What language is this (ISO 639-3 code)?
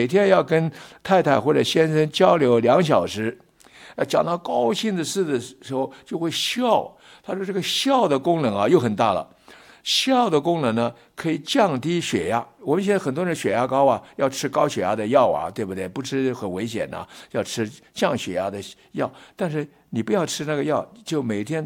zho